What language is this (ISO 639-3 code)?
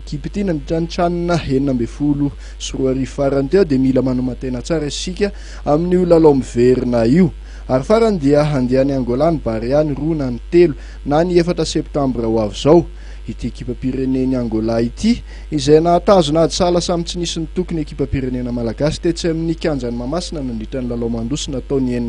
mlg